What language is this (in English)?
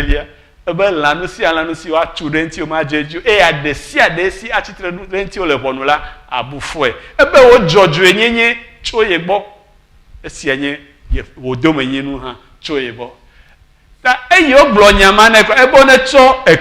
Ewe